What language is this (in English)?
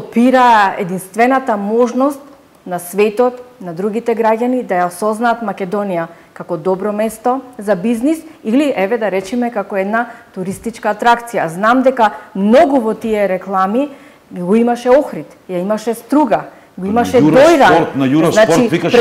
Macedonian